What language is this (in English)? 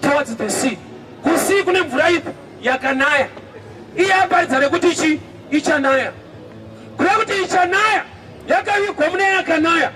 Shona